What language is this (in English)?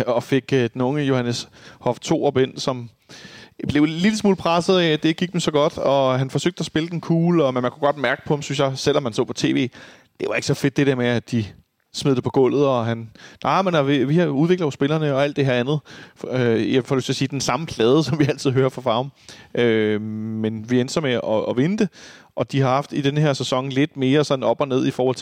Danish